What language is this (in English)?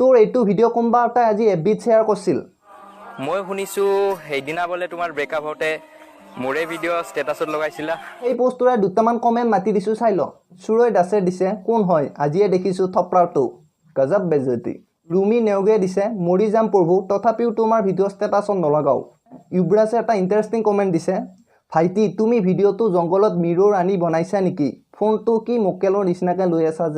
Assamese